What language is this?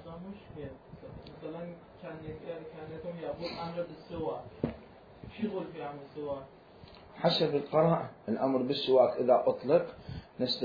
Mesopotamian Arabic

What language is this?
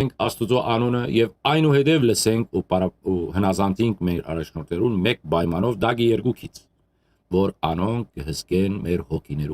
Western Armenian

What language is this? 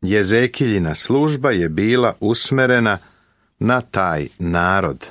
Serbian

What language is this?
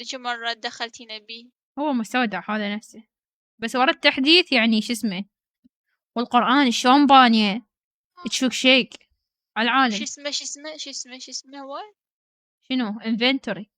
Mesopotamian Arabic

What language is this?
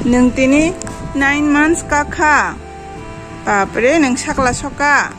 Kok Borok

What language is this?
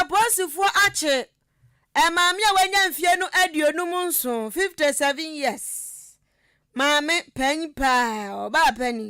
Akan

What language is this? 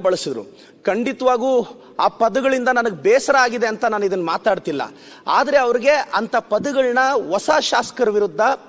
Kannada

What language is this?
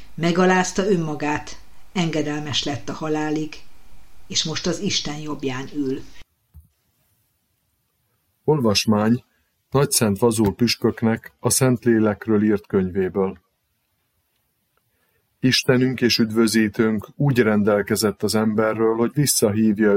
Hungarian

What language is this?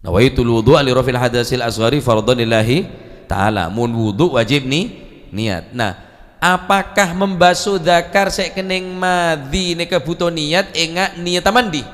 Madurese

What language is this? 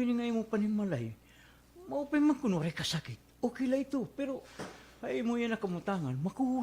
Waray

